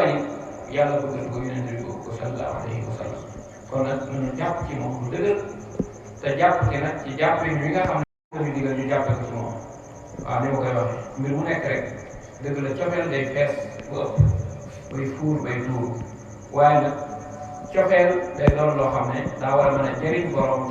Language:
Wolof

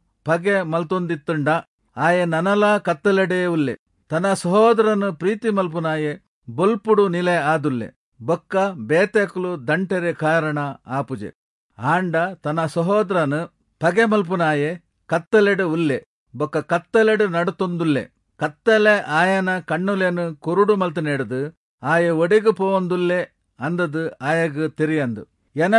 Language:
Tulu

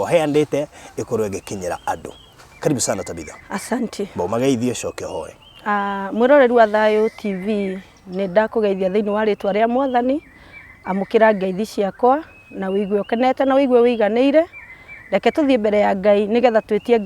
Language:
Kikuyu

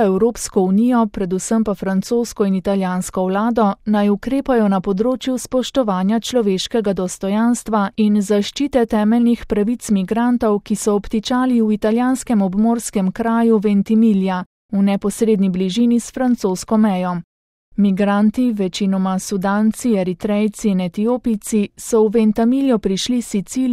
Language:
Slovenian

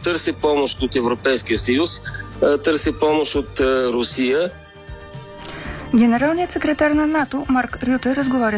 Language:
Bulgarian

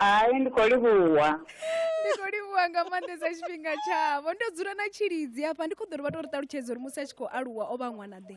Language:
Venda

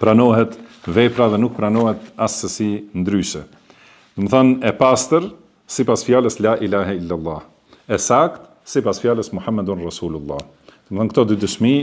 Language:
Albanian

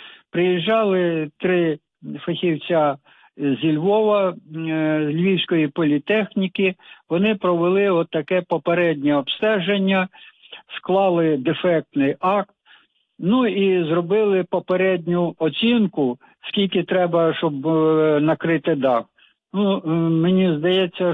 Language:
Ukrainian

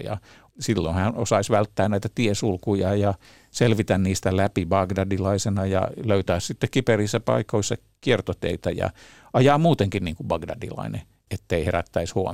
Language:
Finnish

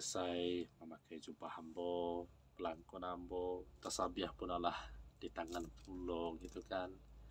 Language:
Minangkabau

